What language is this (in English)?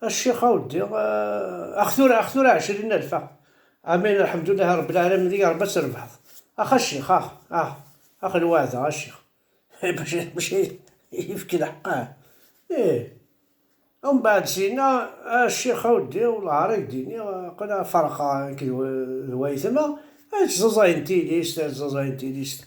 Kabyle